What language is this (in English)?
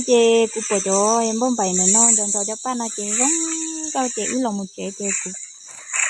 Hmong